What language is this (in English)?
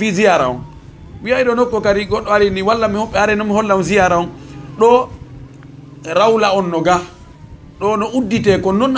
Fula